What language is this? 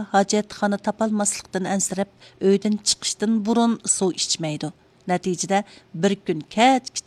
Uyghur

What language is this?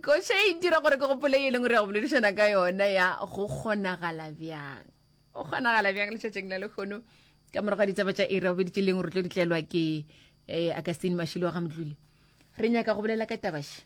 Northern Sotho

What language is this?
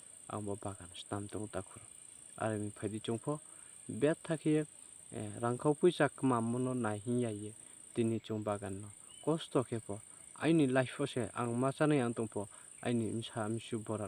Riang (India)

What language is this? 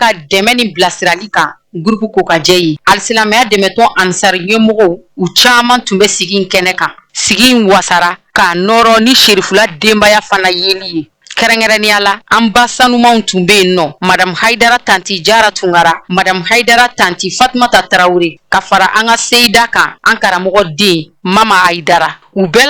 Bambara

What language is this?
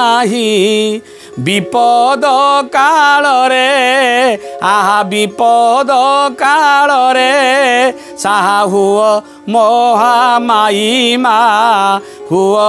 Odia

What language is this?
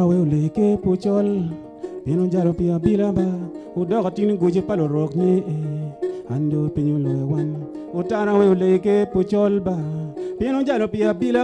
Acoli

